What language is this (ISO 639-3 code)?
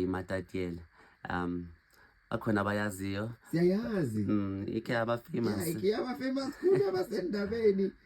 zul